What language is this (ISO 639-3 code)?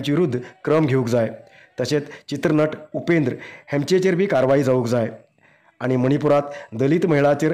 kok